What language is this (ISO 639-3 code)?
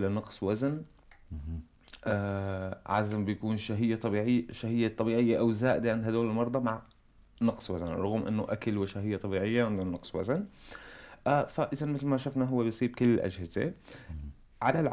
apc